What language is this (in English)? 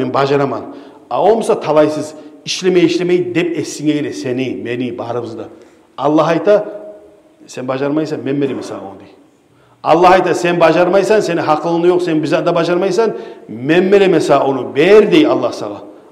Kumyk